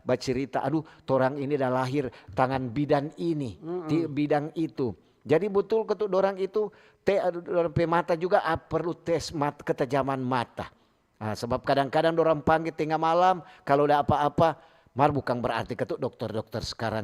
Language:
Manado Malay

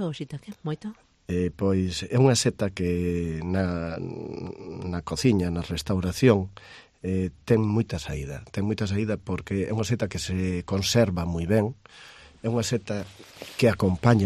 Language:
Galician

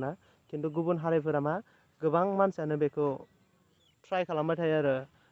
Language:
Bodo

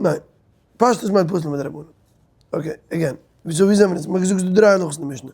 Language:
Yiddish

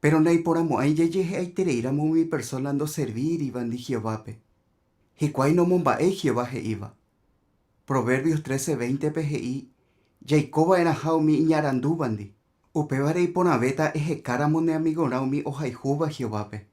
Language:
Guarani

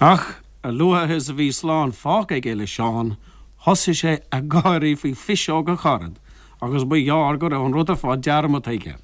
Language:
Irish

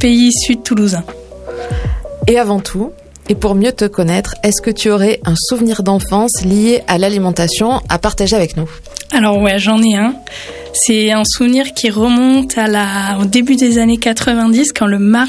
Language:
French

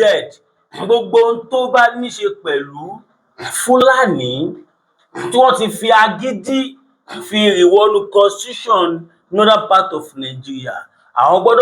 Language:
Yoruba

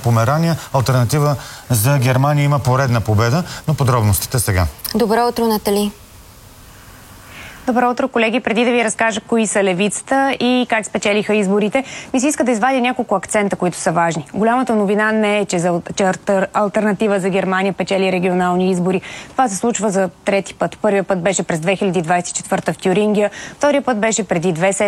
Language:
Bulgarian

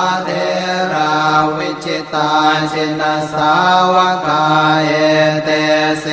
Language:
Pali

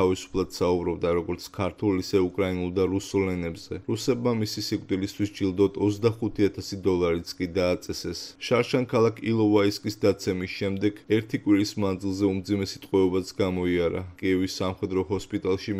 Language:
Georgian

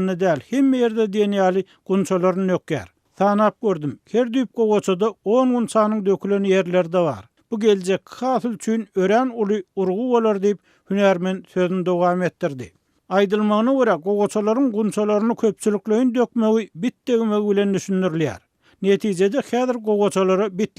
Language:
Turkmen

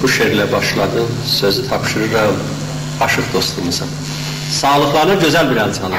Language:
South Azerbaijani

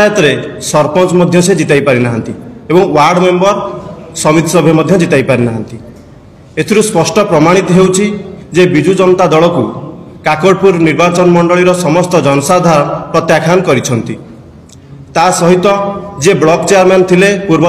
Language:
Odia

